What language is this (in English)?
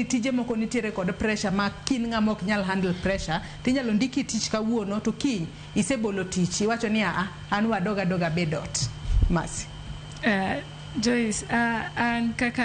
Luo (Kenya and Tanzania)